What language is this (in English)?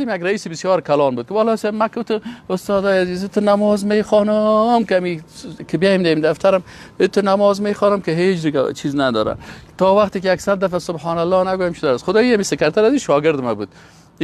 Persian